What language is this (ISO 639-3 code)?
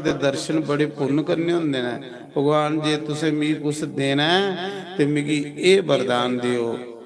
doi